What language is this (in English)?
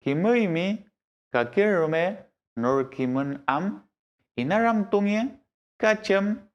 Mapuche